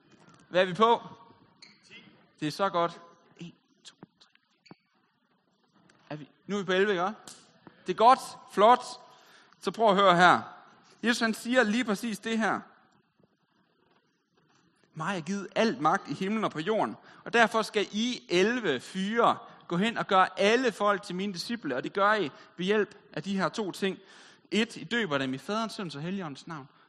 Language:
Danish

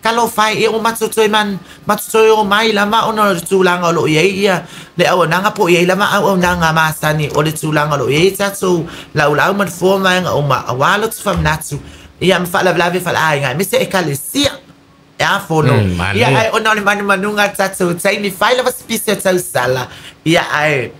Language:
Samoan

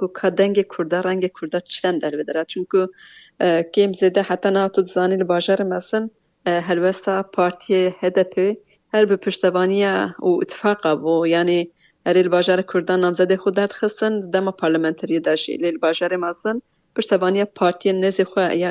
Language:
Kurdish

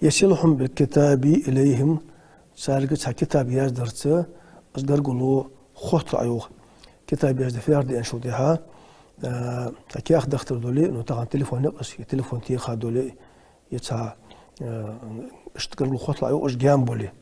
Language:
Ingush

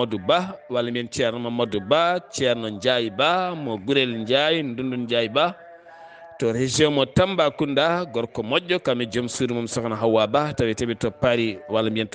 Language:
Fula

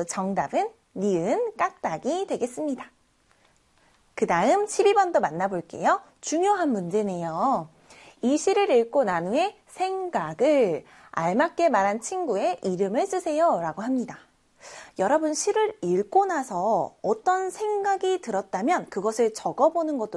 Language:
Korean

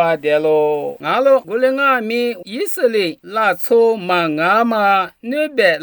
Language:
Lisu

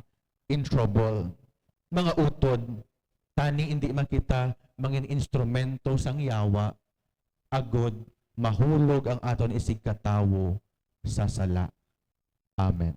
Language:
Hiligaynon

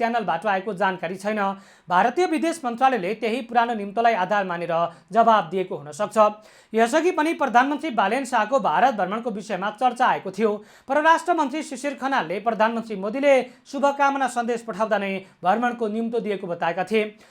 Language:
Nepali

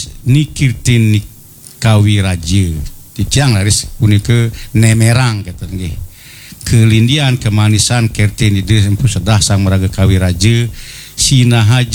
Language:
Balinese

